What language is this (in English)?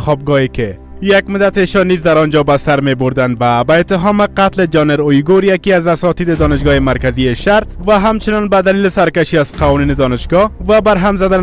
Persian